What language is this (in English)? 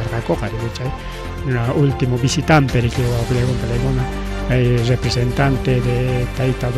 Ayacucho Quechua